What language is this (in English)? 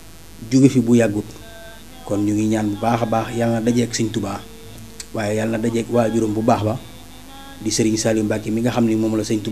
Wolof